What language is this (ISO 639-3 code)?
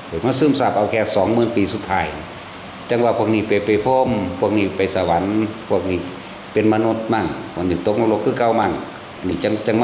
tts